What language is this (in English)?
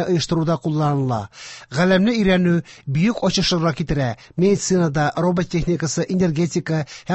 Tatar